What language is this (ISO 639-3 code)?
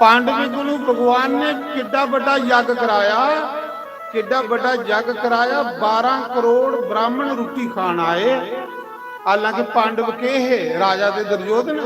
doi